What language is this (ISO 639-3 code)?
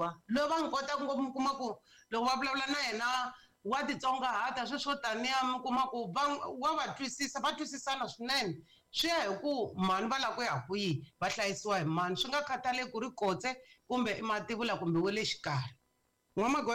tso